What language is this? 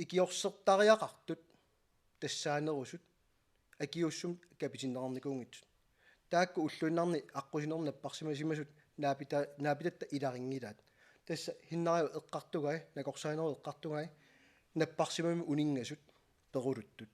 Kalaallisut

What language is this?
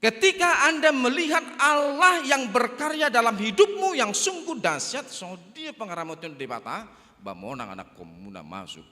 Batak Toba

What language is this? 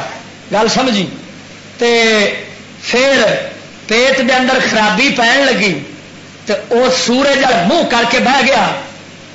Western Panjabi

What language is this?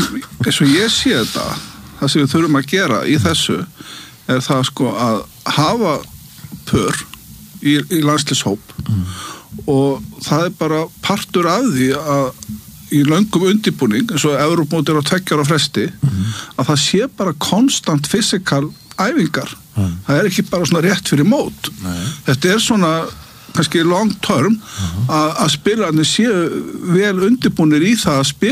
Icelandic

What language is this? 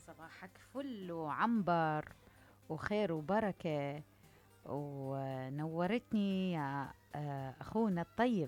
Mesopotamian Arabic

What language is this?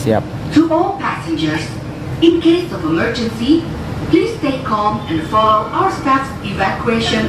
Malay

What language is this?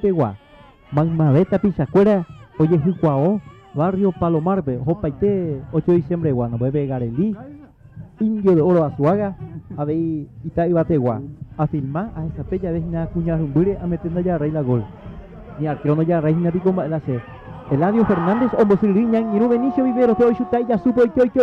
Guarani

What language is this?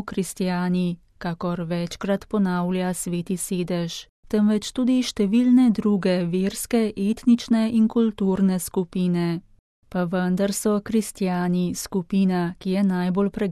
Slovenian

